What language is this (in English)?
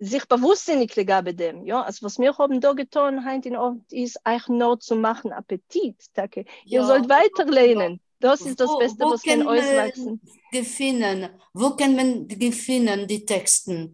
Yiddish